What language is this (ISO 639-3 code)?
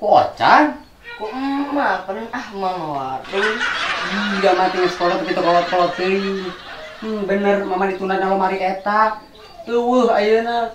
sun